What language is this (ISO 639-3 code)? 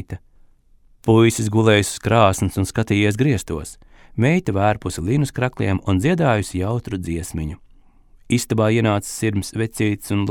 lav